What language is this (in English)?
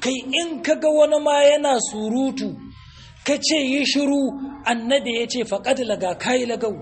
Hausa